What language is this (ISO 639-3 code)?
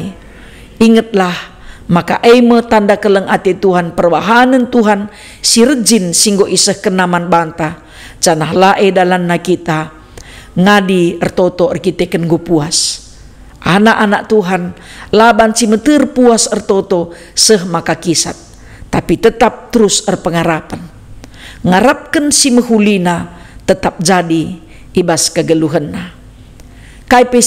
btx